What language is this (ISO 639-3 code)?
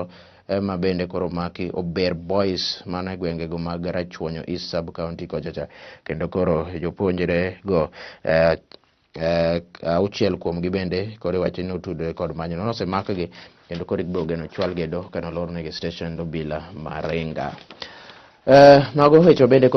luo